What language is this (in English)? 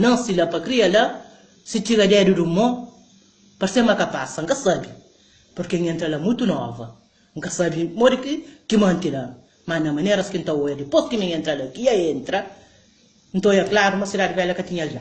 Kabuverdianu